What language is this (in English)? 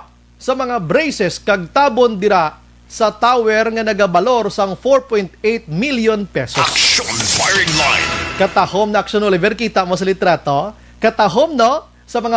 Hiligaynon